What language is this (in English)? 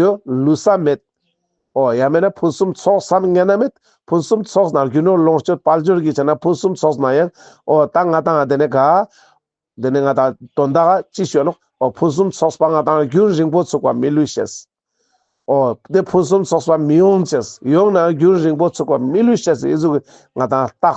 Ladakhi